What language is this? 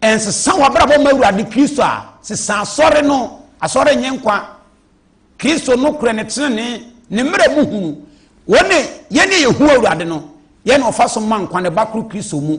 Akan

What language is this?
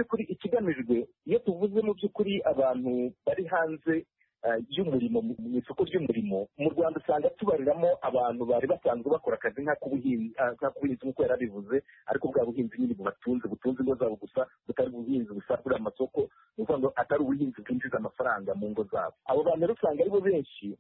Kinyarwanda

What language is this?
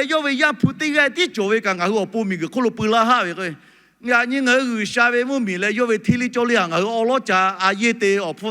Lahu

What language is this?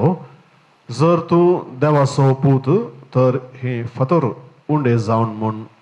Konkani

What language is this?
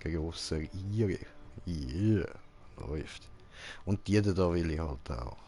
Swiss German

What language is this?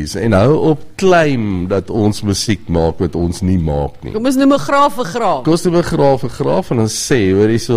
Afrikaans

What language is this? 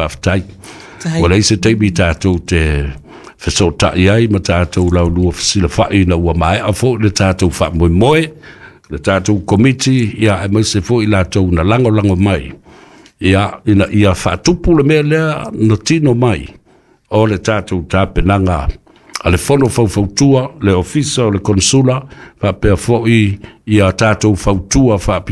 Samoan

